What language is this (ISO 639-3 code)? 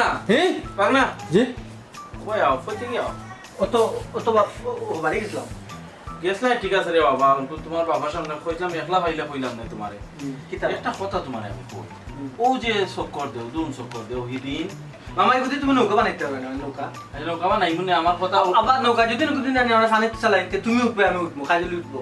syl